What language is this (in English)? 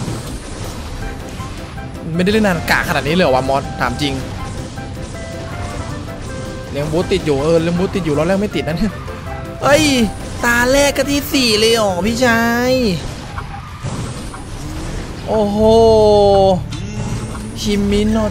Thai